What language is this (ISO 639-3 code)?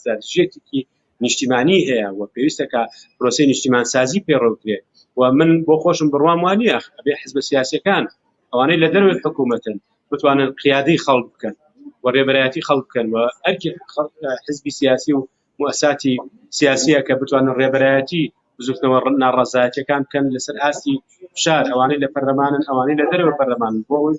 ckb